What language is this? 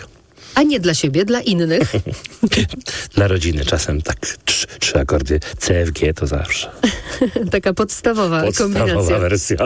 Polish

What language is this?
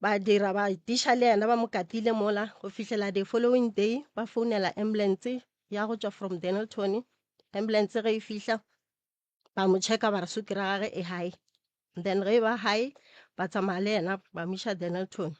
Northern Sotho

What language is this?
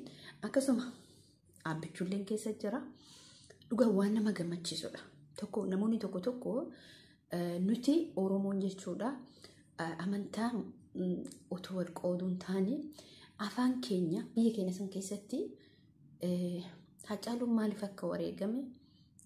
Oromo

